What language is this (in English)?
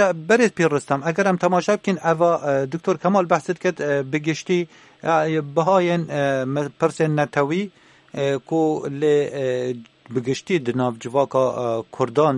Kurdish